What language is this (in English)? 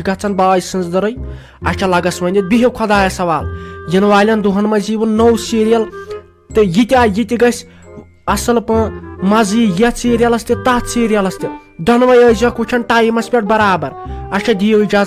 Kashmiri